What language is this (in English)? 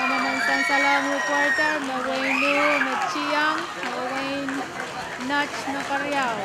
Pohnpeian